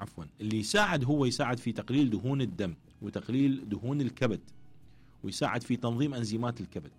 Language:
Mesopotamian Arabic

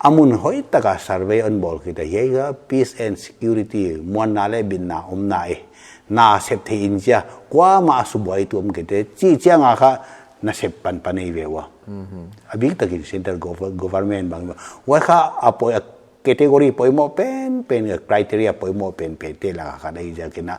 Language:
Paite Chin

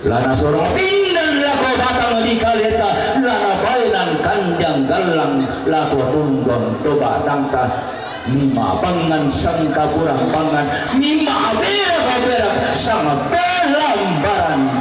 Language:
Toraja-Sa'dan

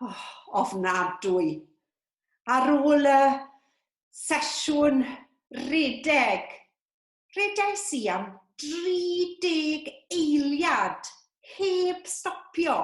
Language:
Welsh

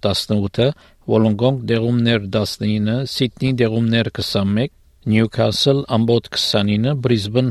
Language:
Armenian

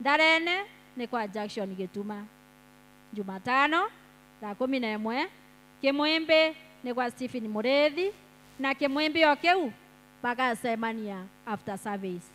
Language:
Meru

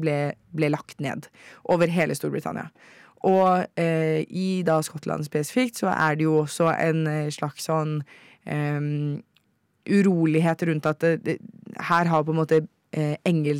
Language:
Norwegian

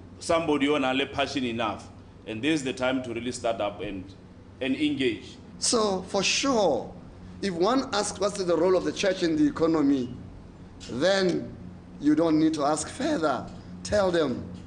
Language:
Tswana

